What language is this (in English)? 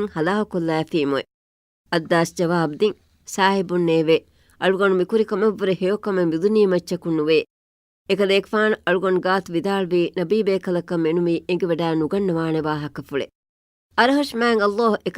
Divehi